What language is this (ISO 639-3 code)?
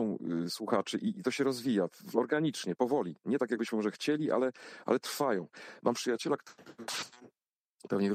pol